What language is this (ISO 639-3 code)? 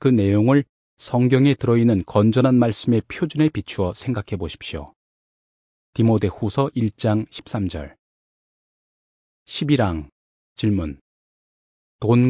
kor